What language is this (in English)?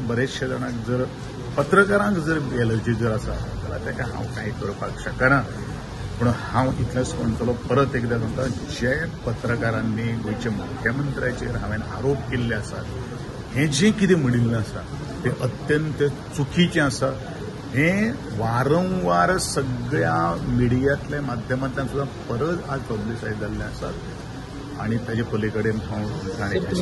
Konkani